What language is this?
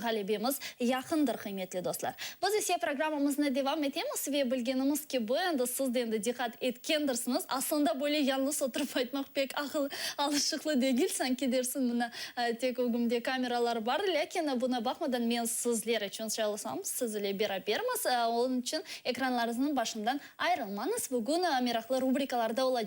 Crimean Tatar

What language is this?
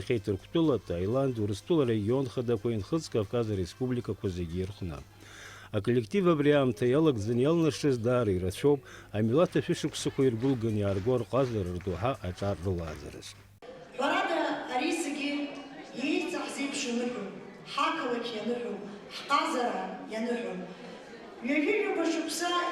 Abkhazian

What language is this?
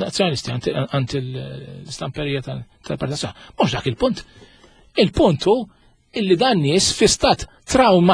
Maltese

